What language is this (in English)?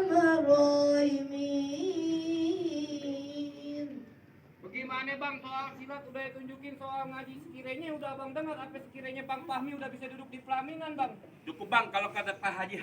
Betawi